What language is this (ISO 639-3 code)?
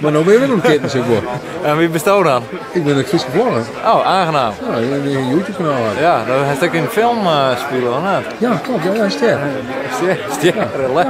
fry